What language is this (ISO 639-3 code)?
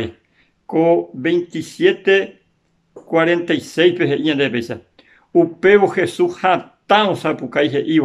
grn